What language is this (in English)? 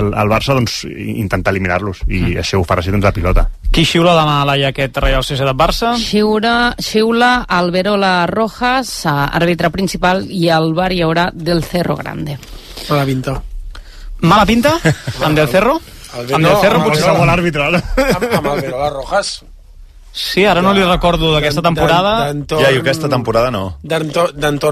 Catalan